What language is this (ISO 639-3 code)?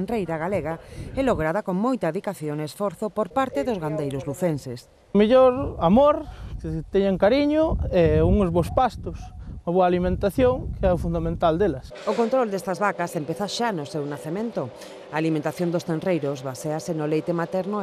glg